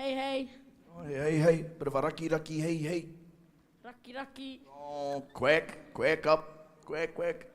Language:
Māori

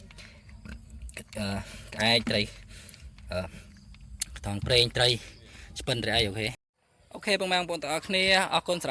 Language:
Khmer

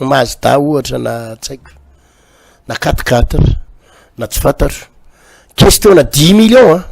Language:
Malagasy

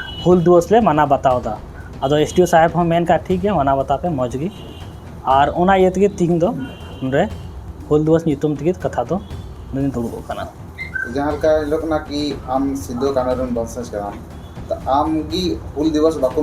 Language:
Santali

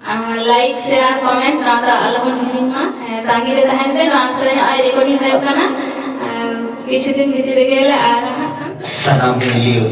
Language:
Santali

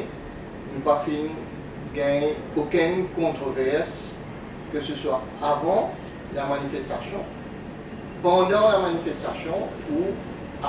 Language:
Morisyen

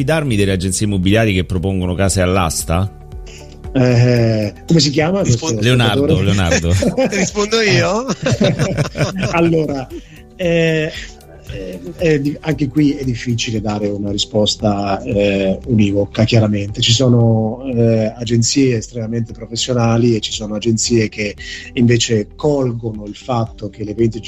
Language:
Italian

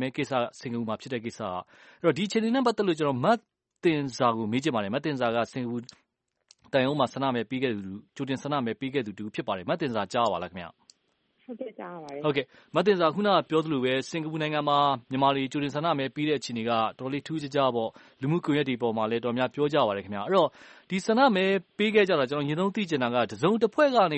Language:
Burmese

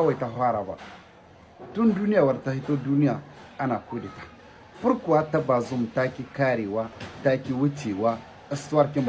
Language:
Hausa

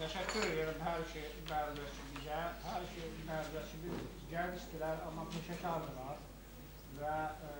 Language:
Azerbaijani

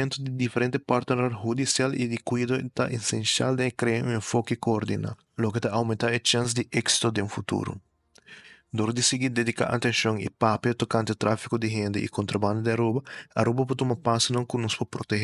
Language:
Papiamento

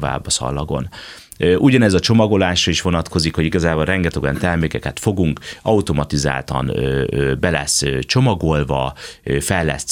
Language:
Hungarian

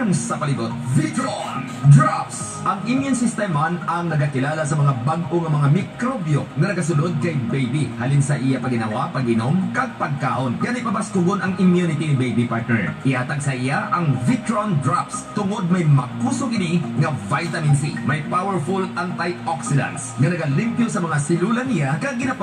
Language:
Hiligaynon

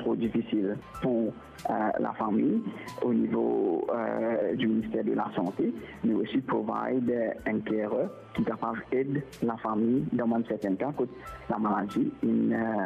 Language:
Morisyen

